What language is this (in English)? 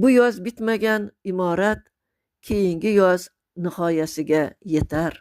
Uzbek